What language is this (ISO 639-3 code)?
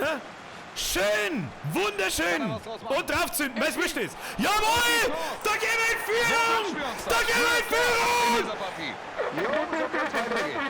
bar